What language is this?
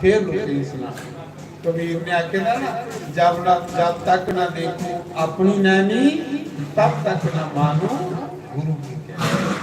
Dogri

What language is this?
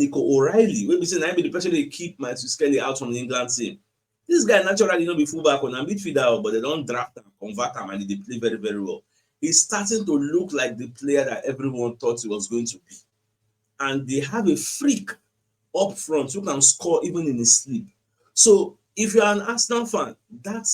Nigerian Pidgin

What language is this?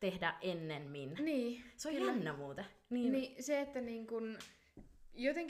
Finnish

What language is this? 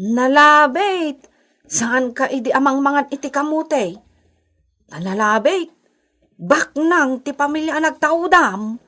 Iloko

